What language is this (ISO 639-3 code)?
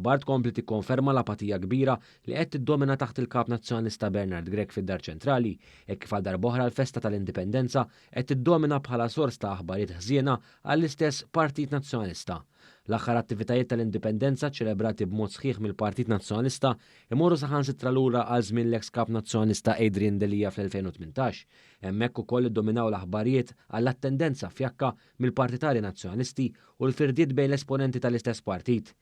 mlt